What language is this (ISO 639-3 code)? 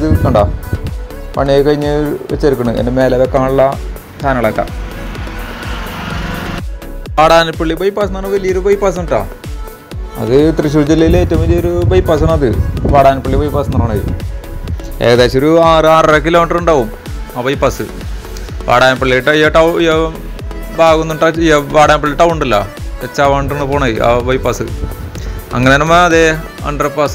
mal